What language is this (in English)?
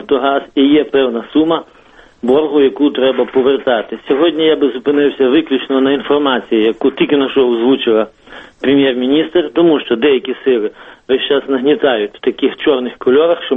Ukrainian